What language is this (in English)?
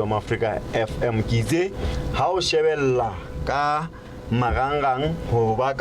Southern Sotho